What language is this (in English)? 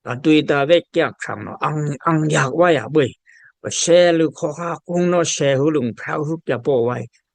Dimasa